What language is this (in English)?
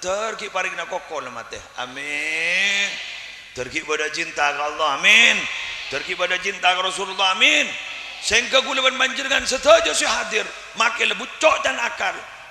Madurese